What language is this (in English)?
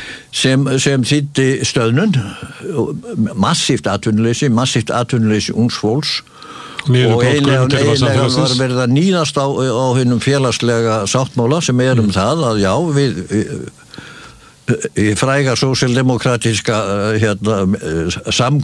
Icelandic